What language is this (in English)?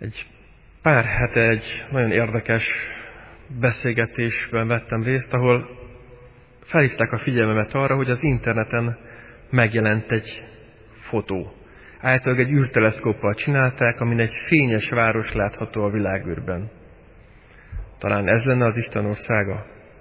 Hungarian